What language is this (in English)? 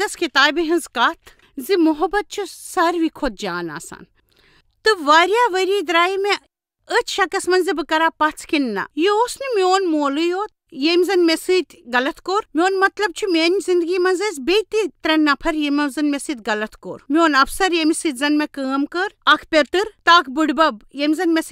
Kashmiri